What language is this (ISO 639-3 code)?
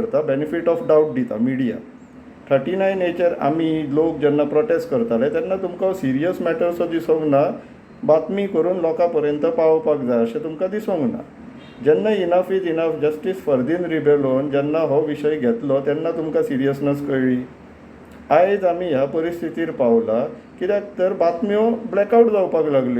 kok